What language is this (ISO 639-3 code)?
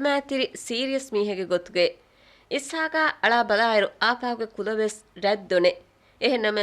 div